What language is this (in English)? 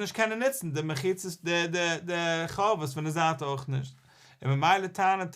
Yiddish